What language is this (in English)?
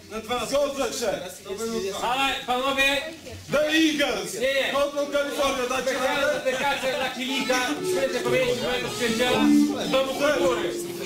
Polish